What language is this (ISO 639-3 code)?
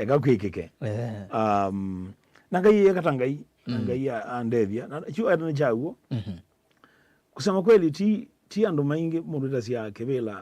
kam